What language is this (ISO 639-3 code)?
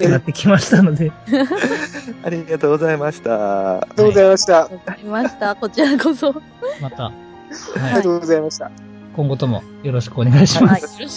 jpn